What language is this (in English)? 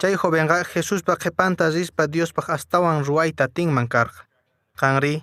Quechua